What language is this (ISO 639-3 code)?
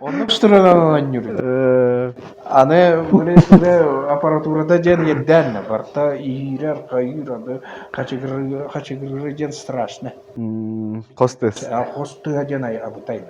sah